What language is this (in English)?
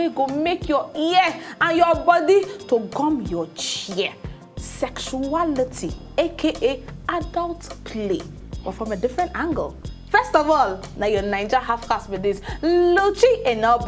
Nigerian Pidgin